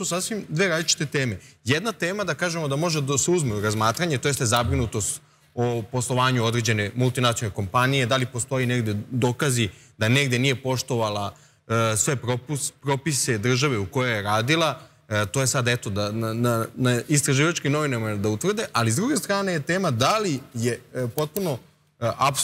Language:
Serbian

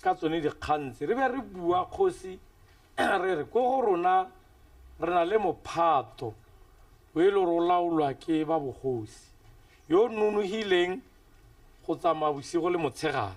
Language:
Tswana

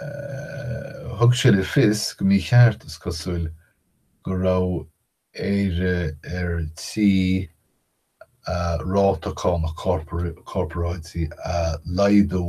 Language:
Irish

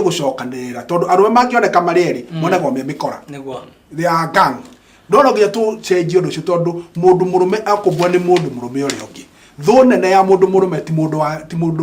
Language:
Kikuyu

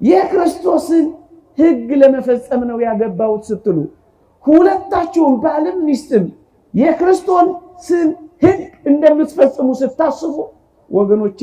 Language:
Amharic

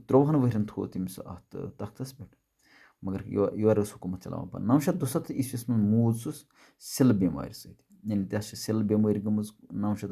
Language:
Kashmiri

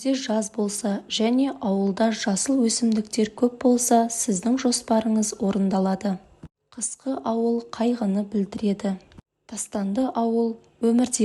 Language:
Kazakh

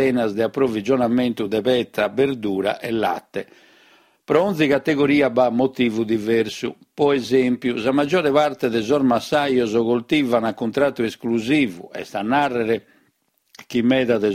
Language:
Sardinian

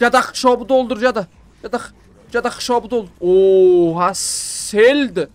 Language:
South Azerbaijani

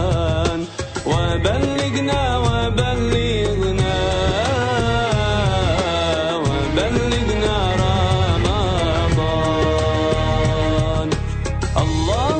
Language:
Bosnian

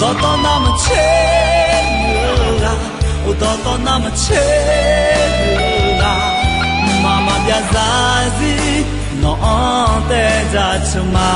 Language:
Akha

